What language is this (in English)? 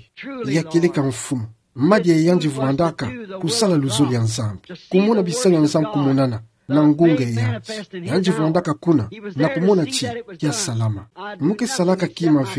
Kituba (Democratic Republic of Congo)